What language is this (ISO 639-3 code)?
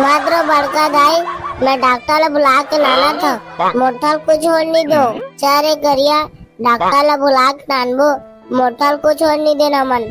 hne